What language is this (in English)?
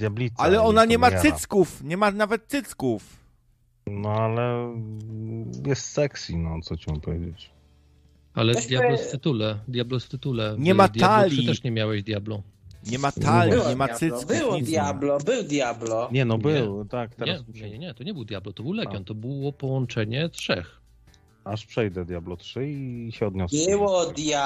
Polish